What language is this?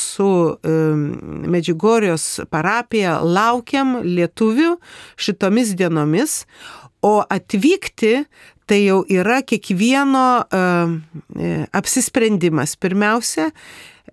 Lithuanian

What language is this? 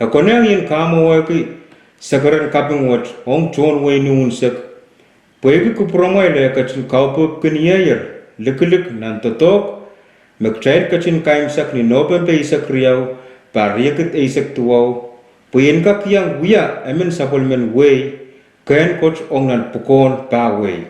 Pohnpeian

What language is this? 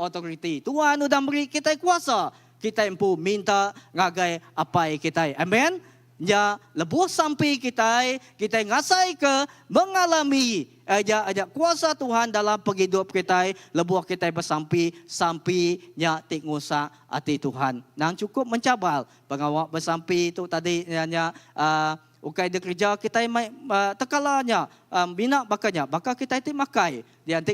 Iban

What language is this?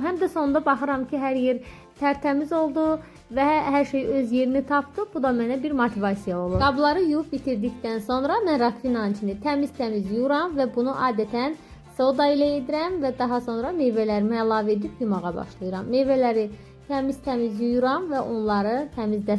Azerbaijani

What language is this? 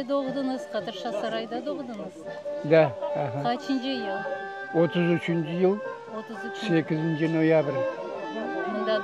Crimean Tatar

